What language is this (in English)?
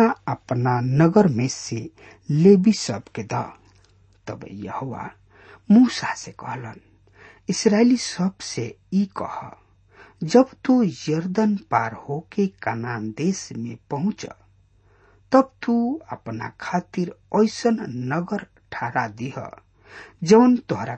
Bhojpuri